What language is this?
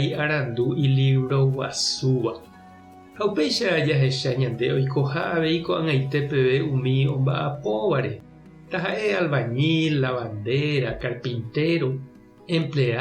Guarani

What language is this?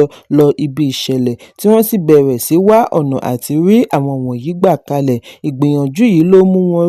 Yoruba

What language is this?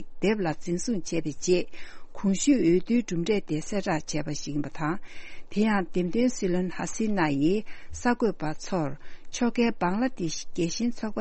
Tibetan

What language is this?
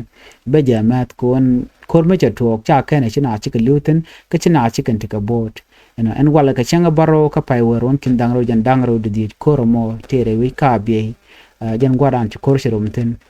Nuer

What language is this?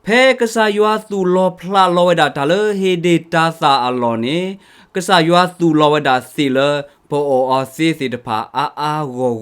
S'gaw Karen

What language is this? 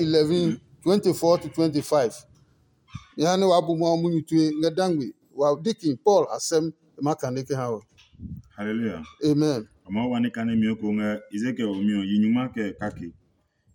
Adangme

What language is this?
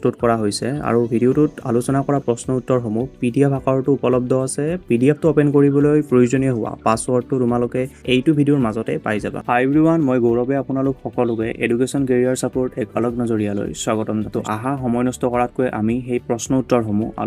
Assamese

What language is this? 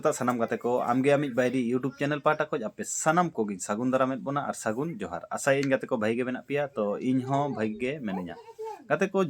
Santali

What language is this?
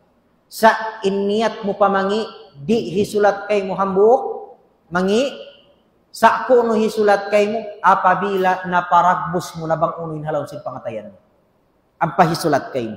Tausug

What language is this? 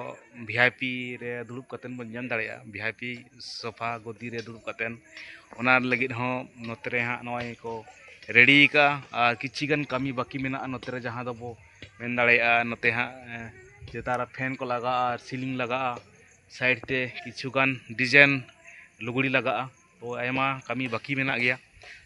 Santali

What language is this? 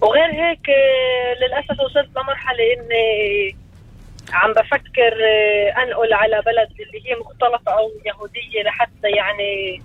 North Levantine Arabic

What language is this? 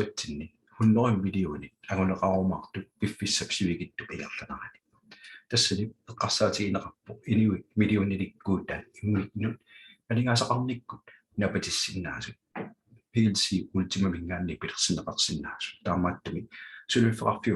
Kalaallisut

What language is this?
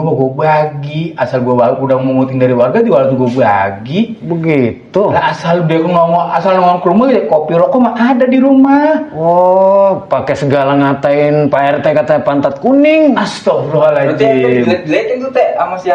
Betawi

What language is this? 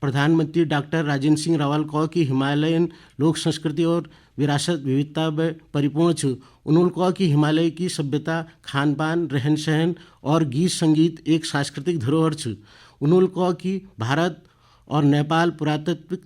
Garhwali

